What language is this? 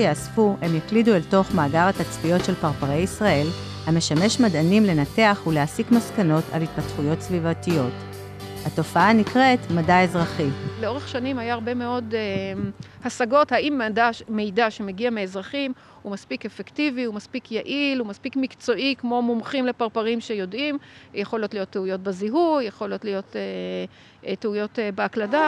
Hebrew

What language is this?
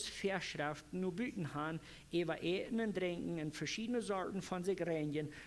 Plautdietsch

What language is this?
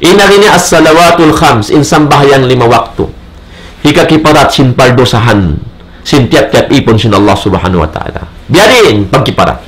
Tausug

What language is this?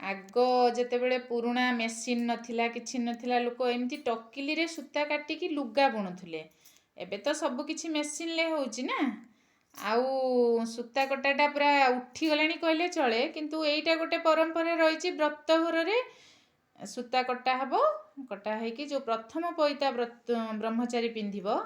Odia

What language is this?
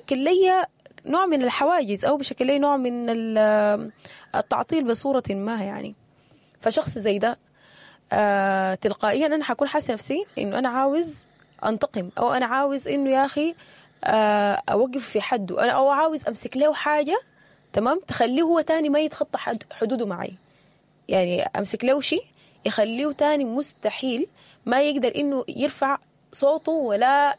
Sudanese Arabic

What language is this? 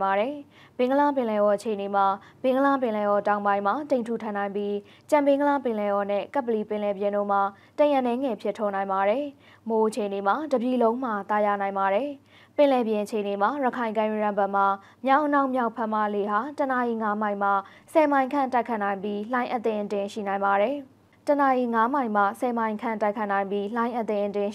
Burmese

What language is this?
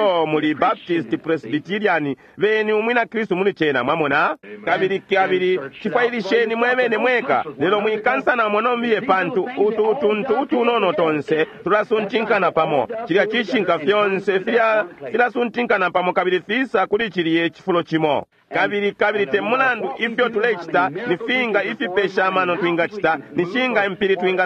Bemba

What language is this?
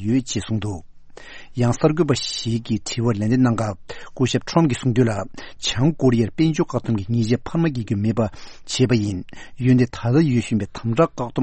Tibetan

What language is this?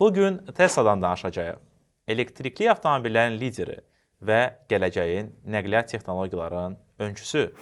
Azerbaijani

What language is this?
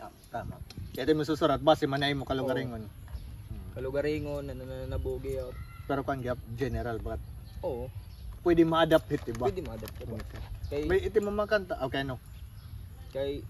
Waray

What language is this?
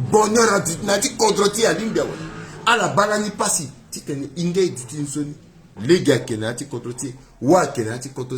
Sango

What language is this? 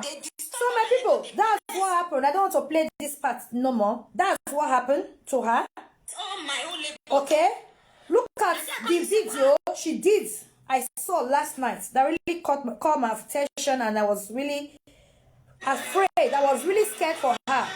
Nigerian Pidgin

